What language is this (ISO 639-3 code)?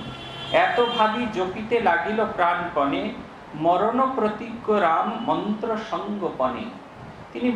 ben